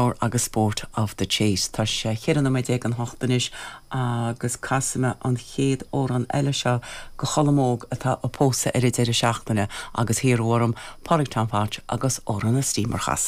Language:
Irish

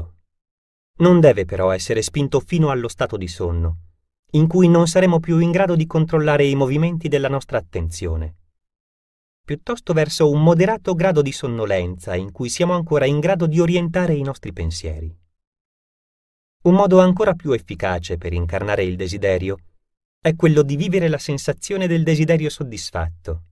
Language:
Italian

